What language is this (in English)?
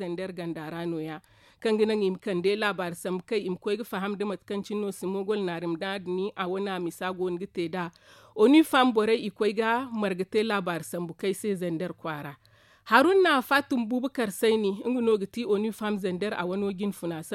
Zarma